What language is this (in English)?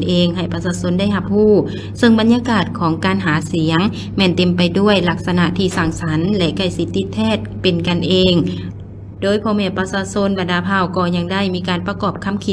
Lao